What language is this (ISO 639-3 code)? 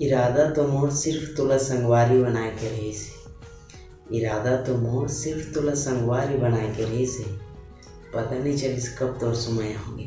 hne